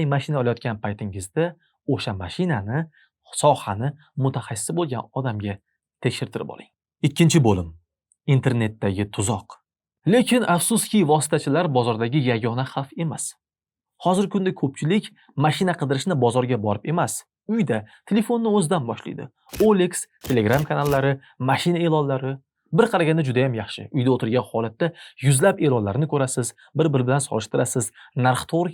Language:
Uzbek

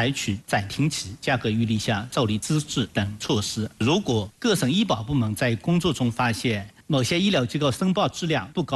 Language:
Chinese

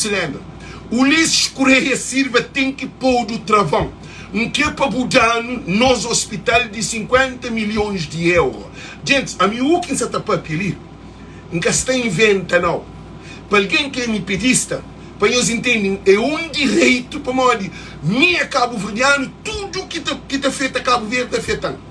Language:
Kabuverdianu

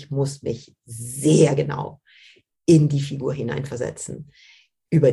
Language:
German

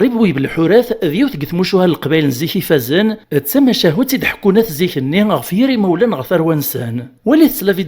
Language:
Kabyle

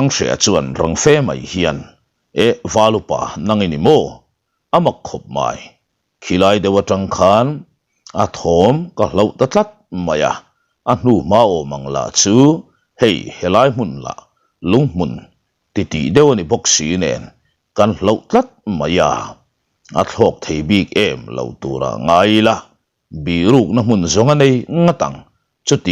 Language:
Mizo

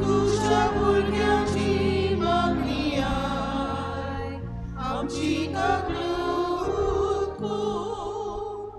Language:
Konkani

